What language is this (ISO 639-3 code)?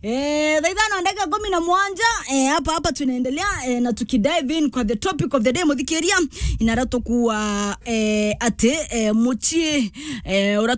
mer